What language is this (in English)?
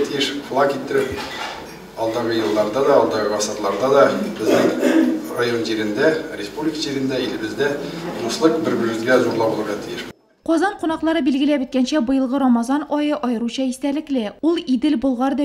Tatar